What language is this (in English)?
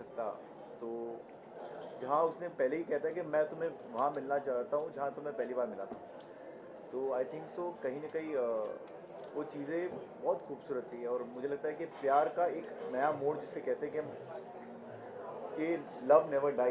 Hindi